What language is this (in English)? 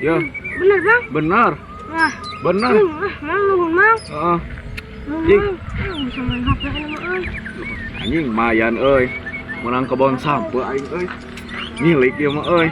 Sundanese